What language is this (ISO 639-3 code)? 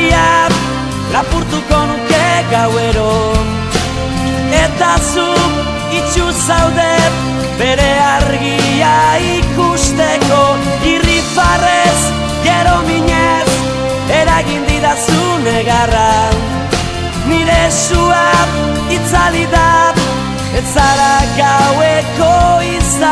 eus